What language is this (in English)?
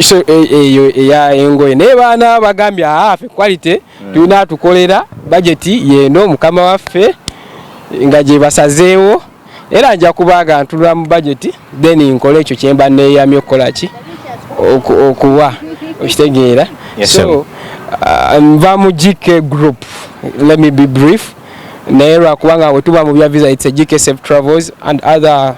Ganda